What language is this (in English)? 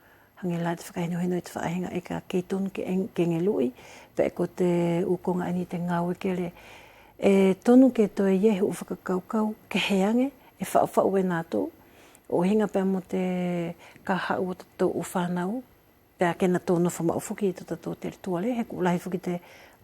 Wallisian